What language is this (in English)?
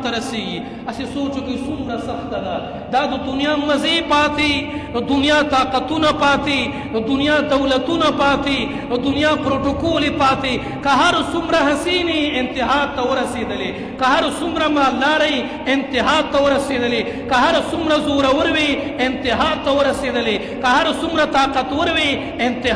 Pashto